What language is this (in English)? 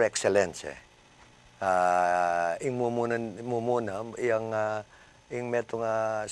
Pampanga